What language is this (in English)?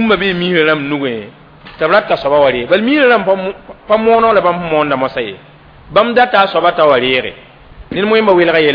Mossi